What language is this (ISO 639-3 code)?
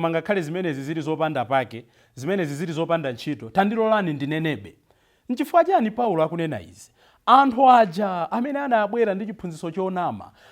nya